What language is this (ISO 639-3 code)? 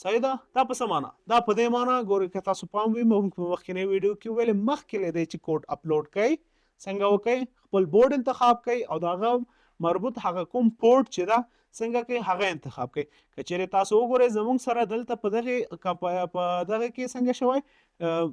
pus